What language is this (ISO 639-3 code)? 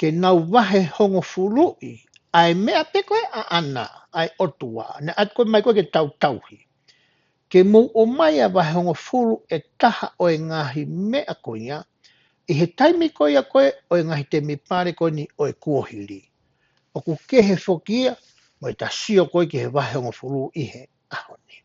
ton